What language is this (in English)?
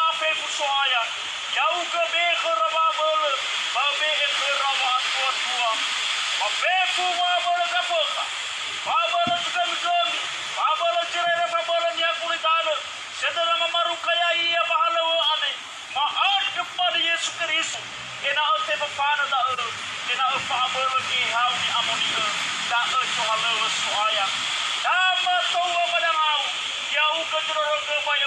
Nias